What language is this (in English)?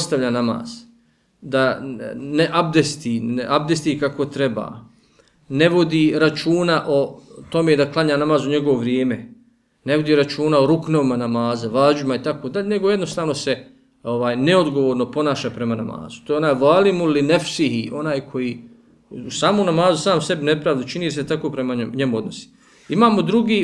Bosnian